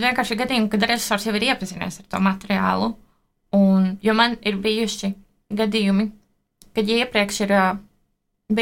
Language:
Latvian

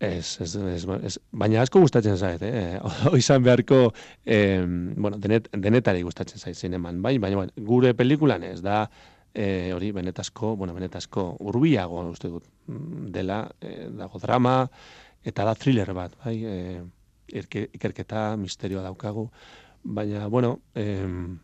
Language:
Basque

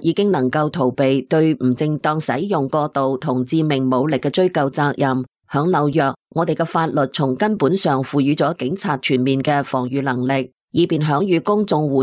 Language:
Cantonese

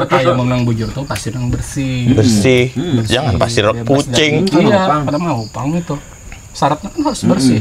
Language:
Banjar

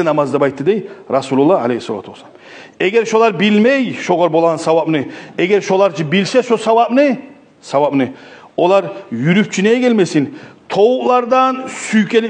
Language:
Kumyk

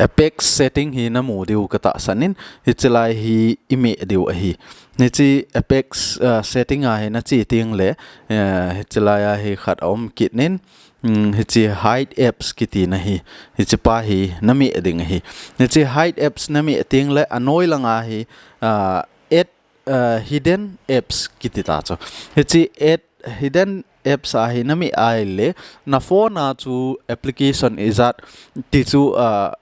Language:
Thado Chin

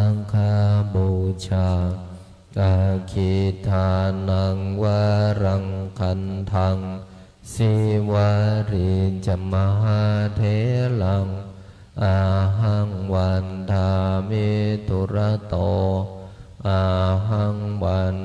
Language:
Pali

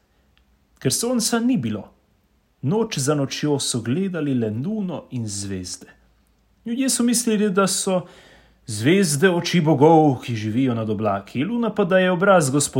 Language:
Slovenian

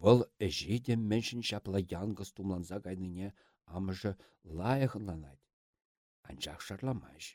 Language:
Chuvash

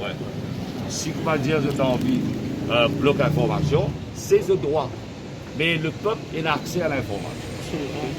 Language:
Morisyen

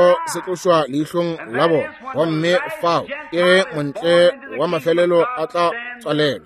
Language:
Northern Sotho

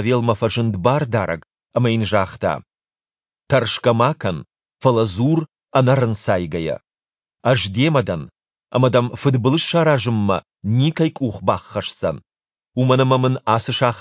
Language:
Ossetic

